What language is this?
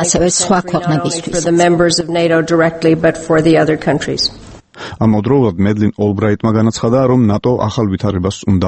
Georgian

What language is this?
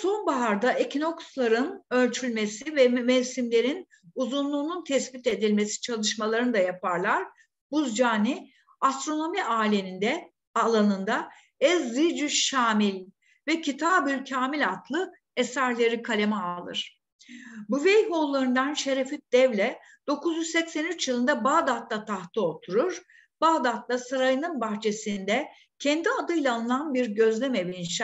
Turkish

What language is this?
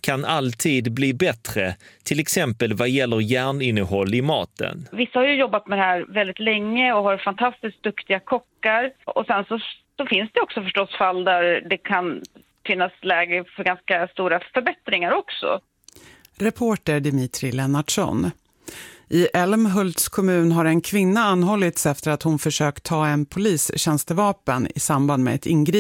Swedish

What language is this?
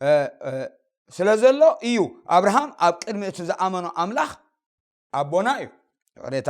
Tigrinya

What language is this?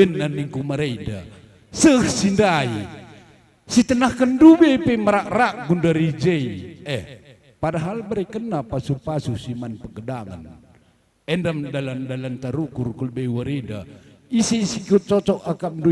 Batak Karo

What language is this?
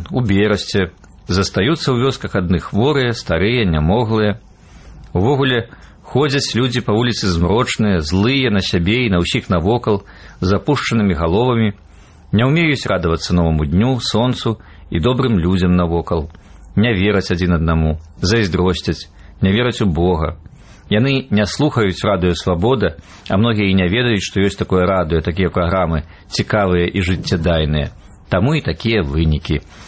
Belarusian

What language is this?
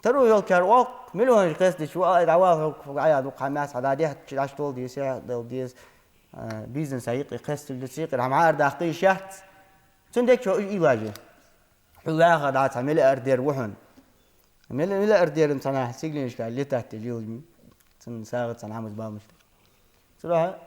Ingush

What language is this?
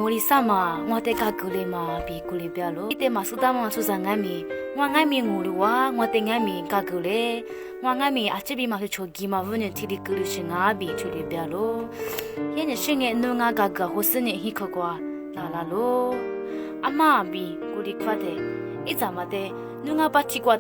Lisu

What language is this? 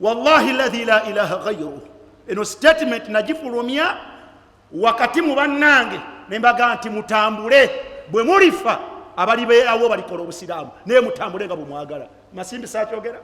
Ganda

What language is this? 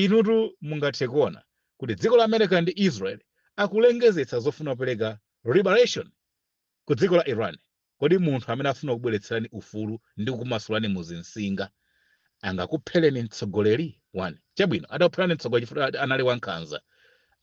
Nyanja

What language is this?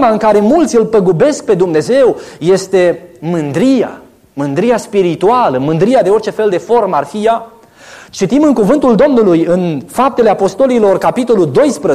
Romanian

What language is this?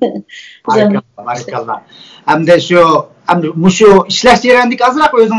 Uyghur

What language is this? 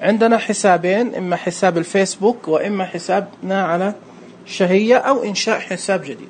Najdi Arabic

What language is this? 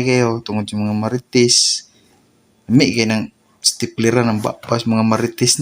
Cebuano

